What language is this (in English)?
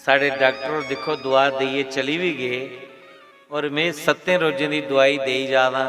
Dogri